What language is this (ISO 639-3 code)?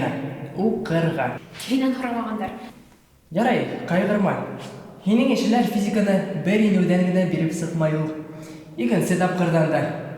bak